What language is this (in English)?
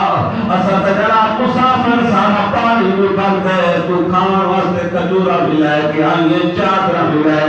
Saraiki